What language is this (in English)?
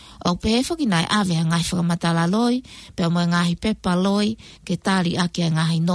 Tongan